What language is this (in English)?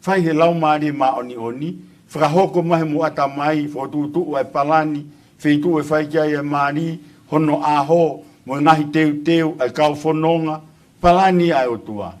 Tongan